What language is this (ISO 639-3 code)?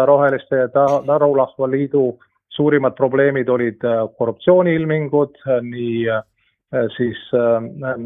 est